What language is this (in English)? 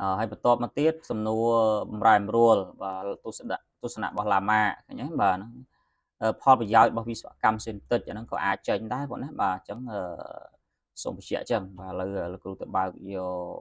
Khmer